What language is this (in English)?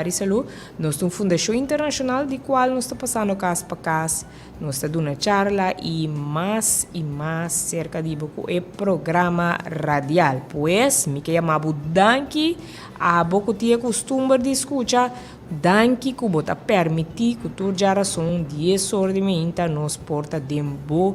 Papiamento